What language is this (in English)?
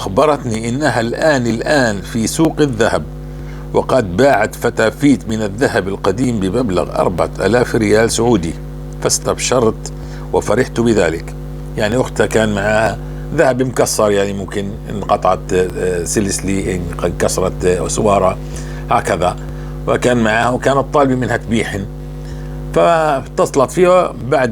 North Levantine Arabic